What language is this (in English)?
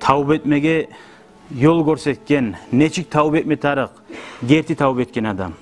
Kumyk